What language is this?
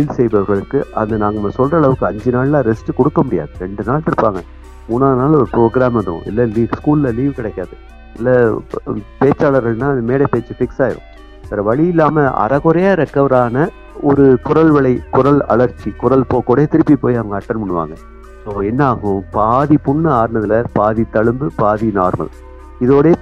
Tamil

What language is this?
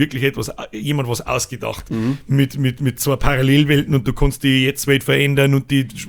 Bavarian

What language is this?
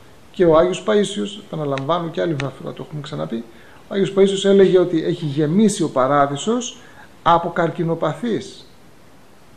Greek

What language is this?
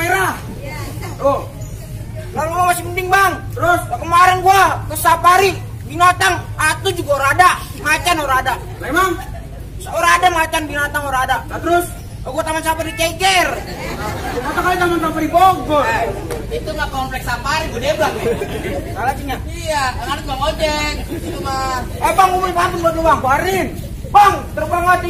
Betawi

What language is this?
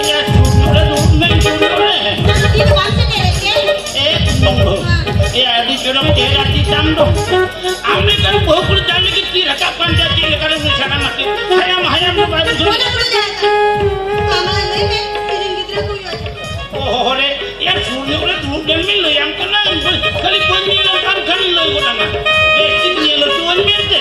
Santali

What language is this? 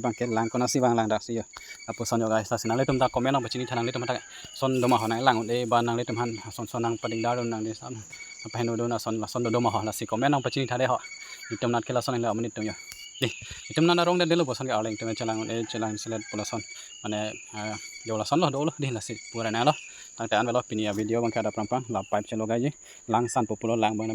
Karbi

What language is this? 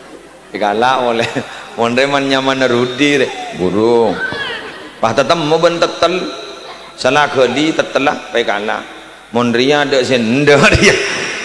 Madurese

